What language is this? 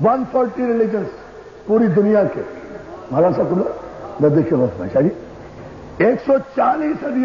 Urdu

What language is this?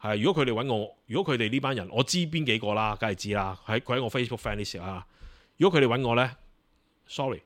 Cantonese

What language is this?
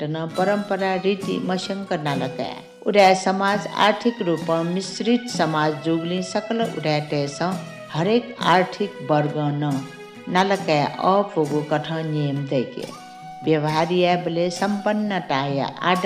Newari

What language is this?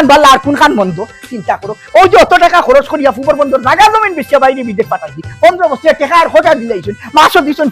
Sylheti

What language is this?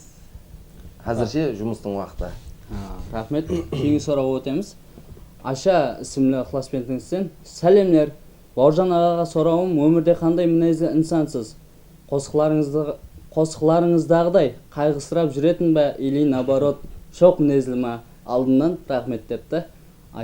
Kara-Kalpak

